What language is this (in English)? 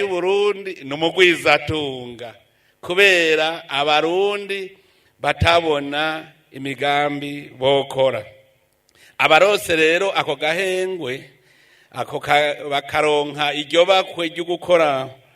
Rundi